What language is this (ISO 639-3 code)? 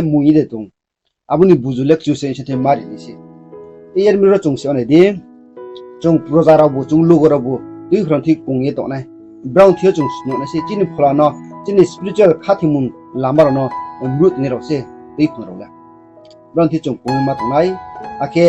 ria